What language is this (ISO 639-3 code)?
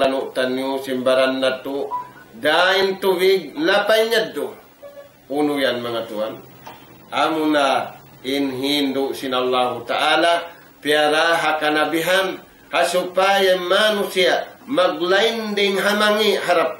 tsg